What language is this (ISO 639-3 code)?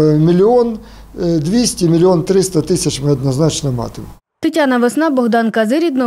ukr